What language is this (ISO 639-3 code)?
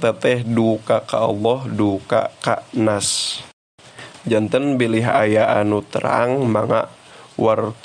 sun